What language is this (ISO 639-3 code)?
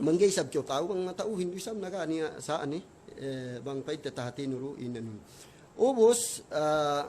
yka